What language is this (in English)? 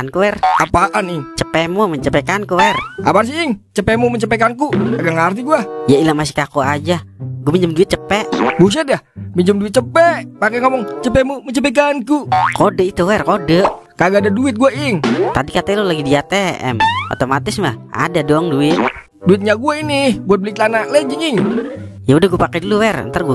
Betawi